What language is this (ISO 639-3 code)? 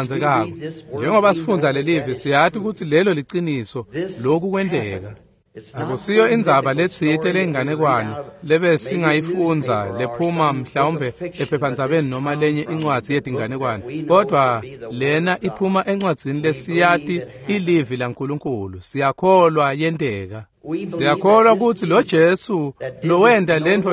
ssw